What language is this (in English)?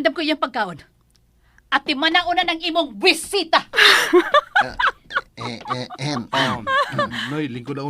Cebuano